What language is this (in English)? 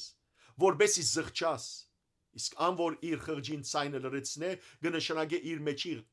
Western Armenian